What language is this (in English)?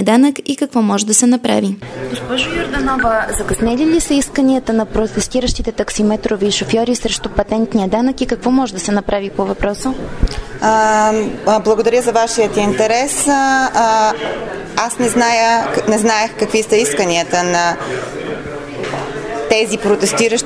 Bulgarian